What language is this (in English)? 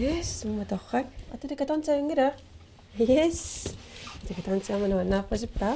Kalaallisut